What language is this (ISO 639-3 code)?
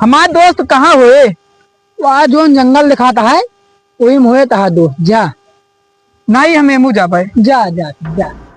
awa